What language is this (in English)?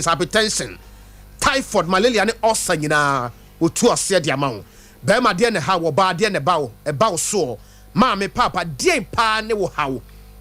Akan